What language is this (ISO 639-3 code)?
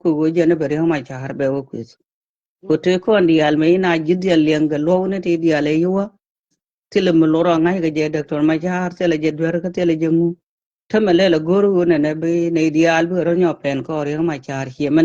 nus